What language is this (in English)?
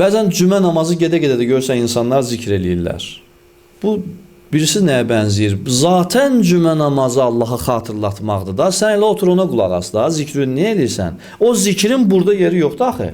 Azerbaijani